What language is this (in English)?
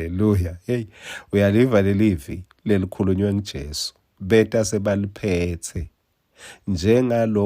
Swati